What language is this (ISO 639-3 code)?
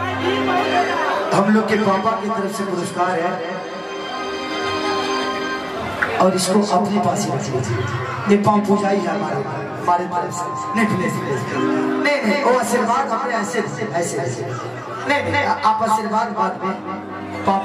bho